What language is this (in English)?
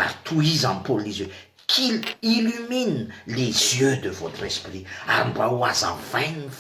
Malagasy